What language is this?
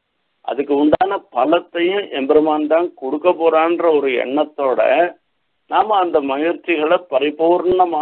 Tamil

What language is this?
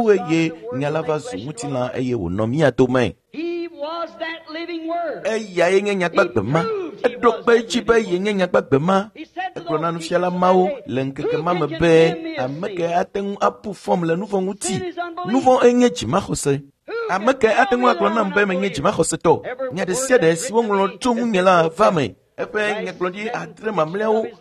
Ewe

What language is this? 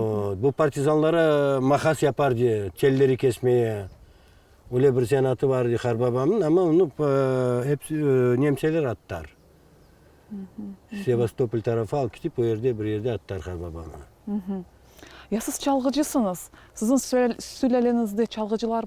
Crimean Tatar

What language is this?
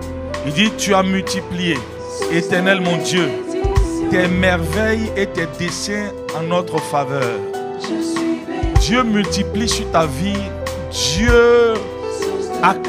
French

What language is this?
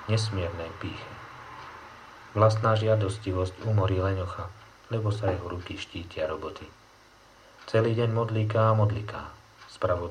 Slovak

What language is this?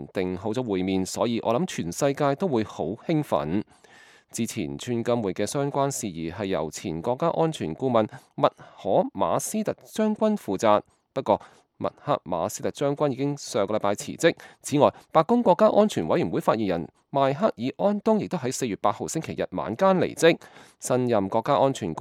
Cantonese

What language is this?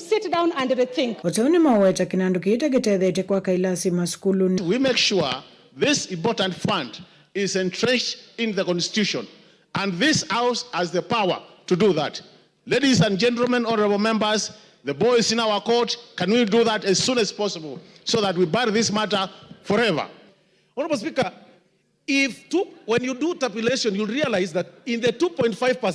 Kamba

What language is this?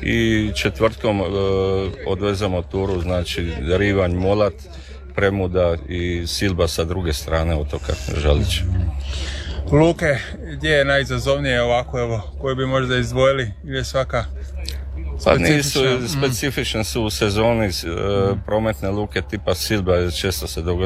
Croatian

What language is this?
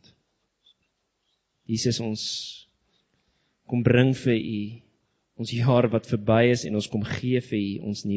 Afrikaans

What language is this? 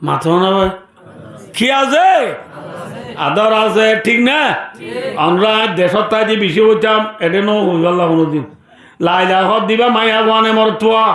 Rohingya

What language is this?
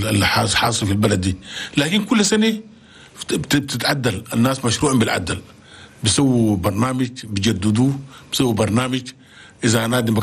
Chadian Arabic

